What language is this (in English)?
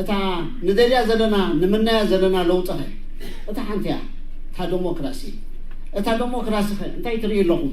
Tigrinya